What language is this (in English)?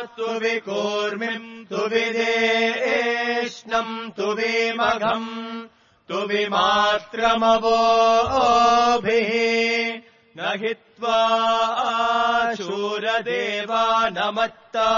Sanskrit